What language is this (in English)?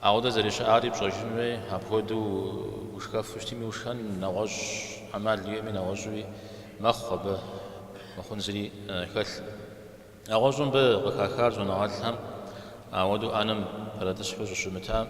Kabardian